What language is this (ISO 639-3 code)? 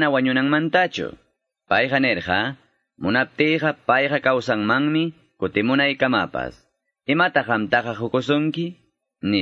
que